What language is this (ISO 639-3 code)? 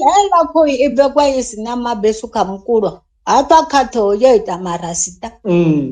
ven